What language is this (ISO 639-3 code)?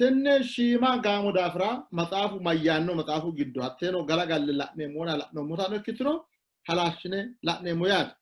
sid